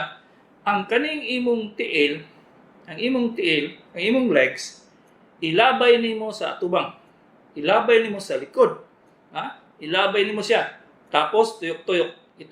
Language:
Cebuano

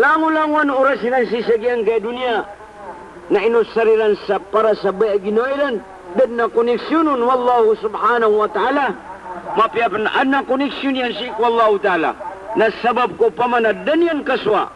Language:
Maranao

